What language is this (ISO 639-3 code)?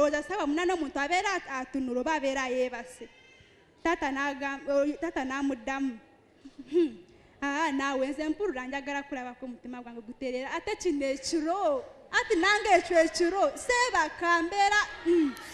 lug